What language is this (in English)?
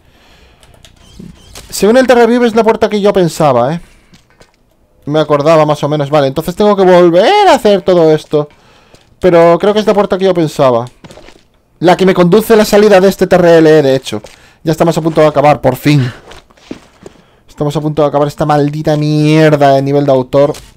Spanish